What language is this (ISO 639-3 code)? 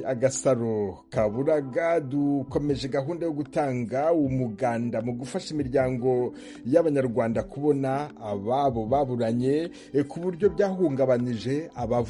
kin